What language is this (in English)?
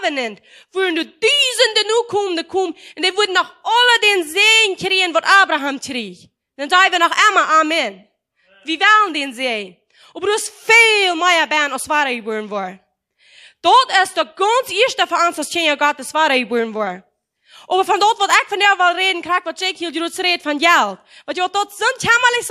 Plautdietsch